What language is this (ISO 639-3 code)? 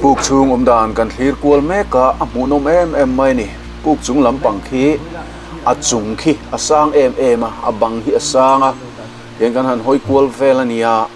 lus